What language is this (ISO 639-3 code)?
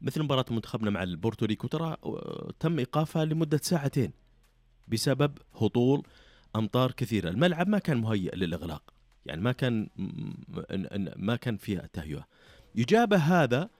ars